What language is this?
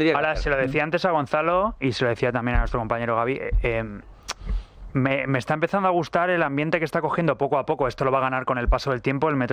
Spanish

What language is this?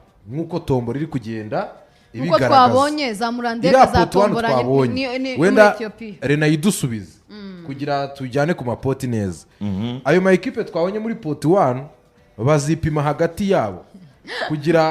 Kinyarwanda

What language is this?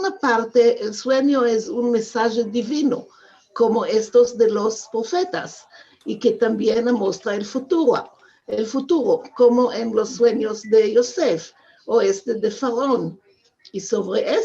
Ladino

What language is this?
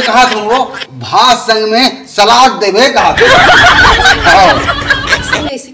Chhattisgarhi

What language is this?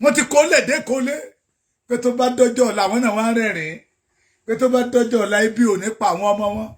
Yoruba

